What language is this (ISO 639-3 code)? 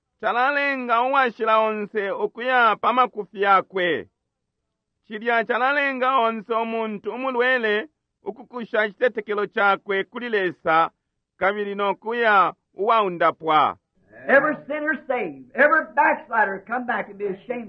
bem